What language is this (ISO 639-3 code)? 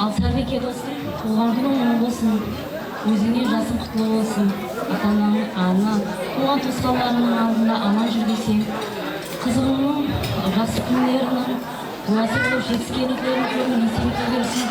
kaa